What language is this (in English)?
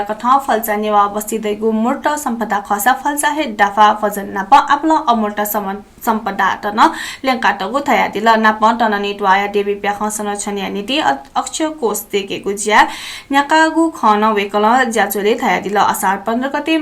Newari